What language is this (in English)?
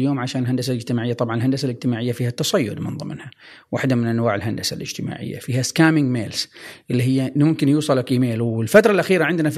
Gulf Arabic